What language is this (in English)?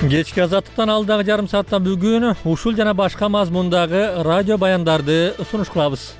Kyrgyz